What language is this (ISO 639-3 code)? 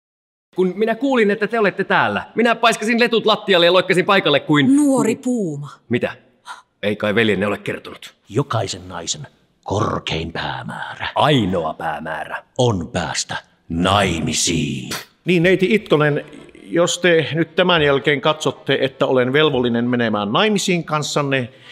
fin